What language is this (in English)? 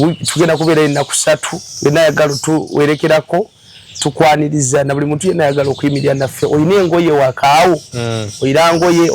Ganda